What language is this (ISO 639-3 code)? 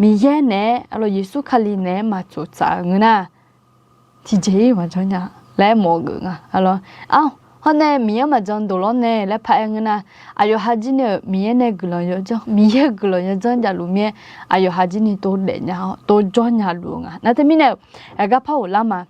ahk